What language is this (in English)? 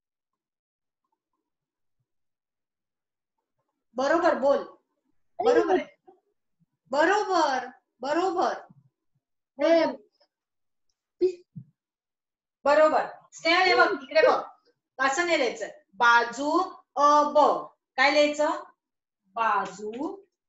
Marathi